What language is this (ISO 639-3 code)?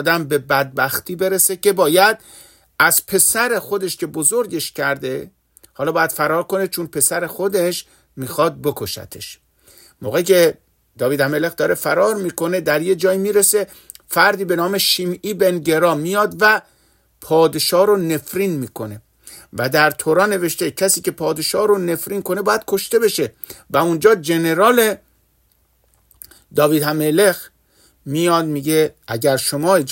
fas